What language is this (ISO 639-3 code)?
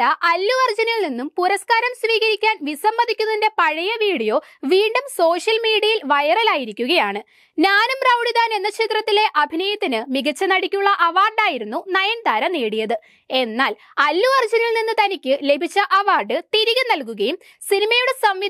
mal